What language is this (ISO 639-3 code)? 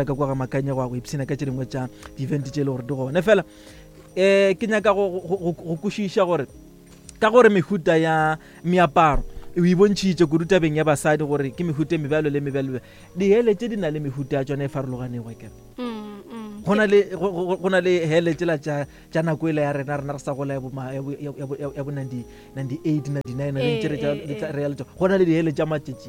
nso